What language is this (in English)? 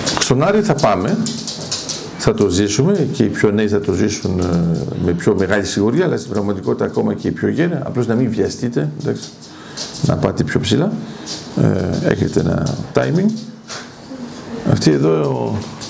Greek